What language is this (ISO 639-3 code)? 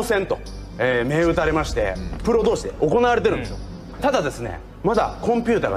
jpn